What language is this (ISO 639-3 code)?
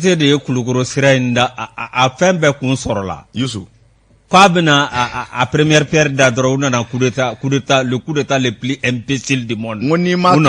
bam